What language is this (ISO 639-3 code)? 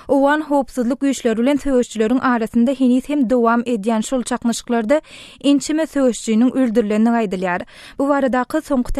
tuk